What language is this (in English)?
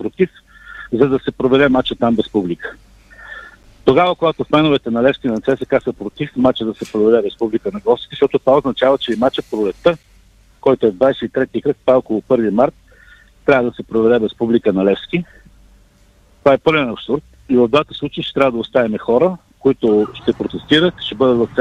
Bulgarian